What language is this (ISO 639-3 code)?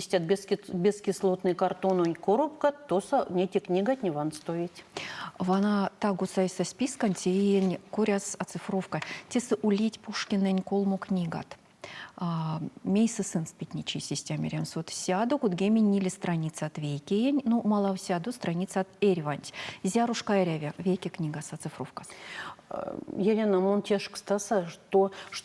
myv